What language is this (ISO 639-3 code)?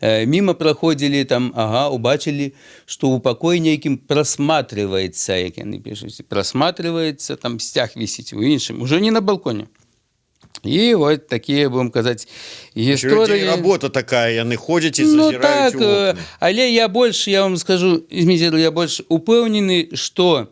bel